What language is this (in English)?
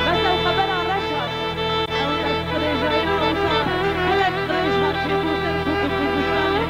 Kurdish